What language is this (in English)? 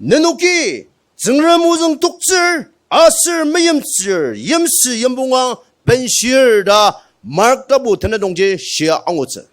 Ao Naga